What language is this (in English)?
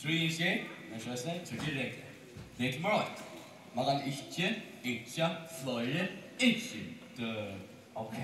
Faroese